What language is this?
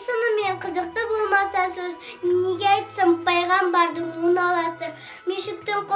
Kazakh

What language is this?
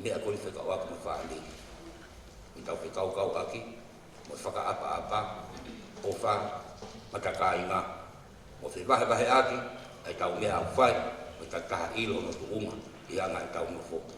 Tongan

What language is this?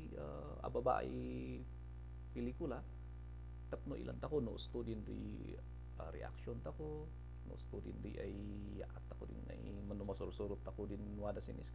Kankanaey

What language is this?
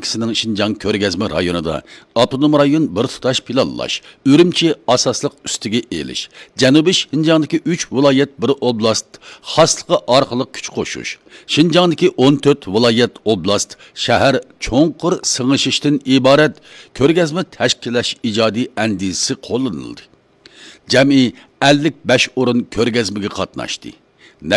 Uyghur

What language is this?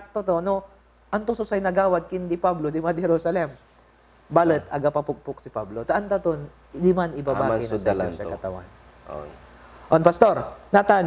Pangasinan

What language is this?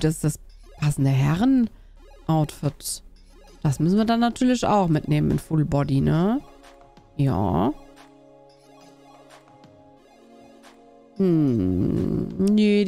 German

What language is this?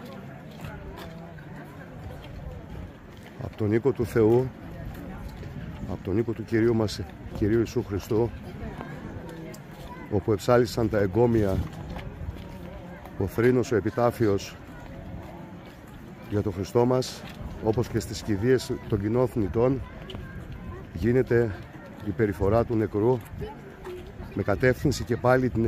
Greek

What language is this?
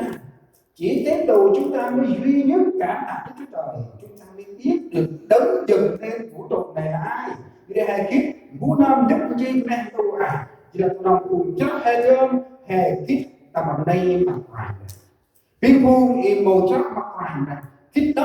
Central Mnong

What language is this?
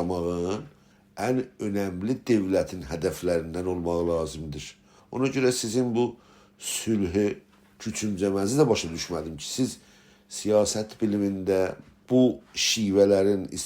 South Azerbaijani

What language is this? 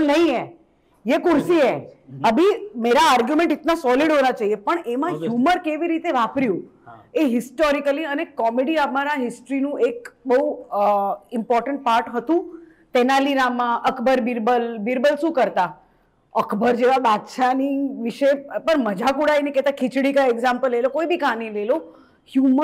Gujarati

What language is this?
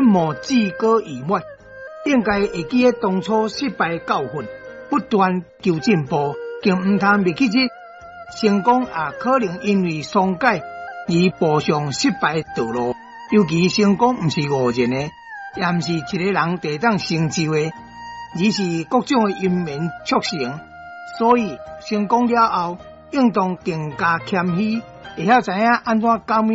Min Nan Chinese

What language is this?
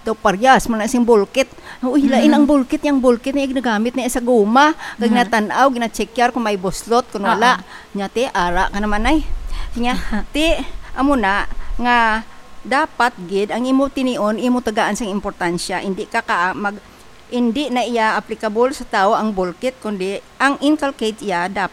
Hiligaynon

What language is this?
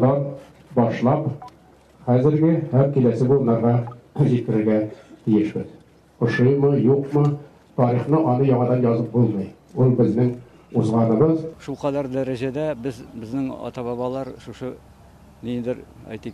Tatar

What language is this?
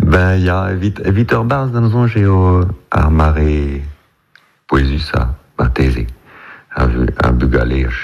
Breton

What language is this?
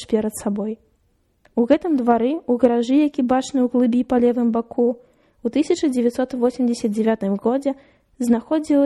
Belarusian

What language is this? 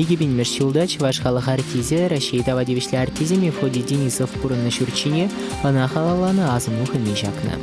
Chuvash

